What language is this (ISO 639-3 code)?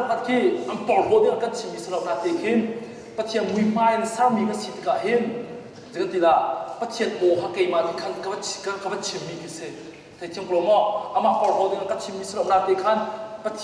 cnh